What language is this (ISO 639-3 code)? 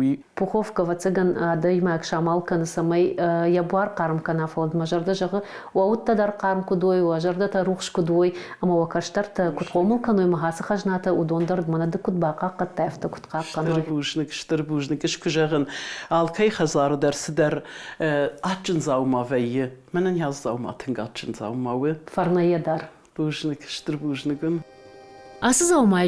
oss